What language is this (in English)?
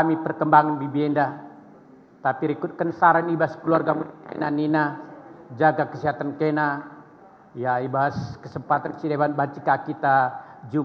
Batak Karo